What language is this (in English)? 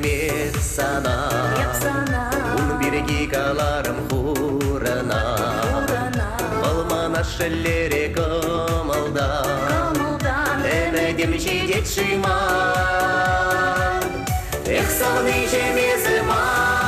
Chuvash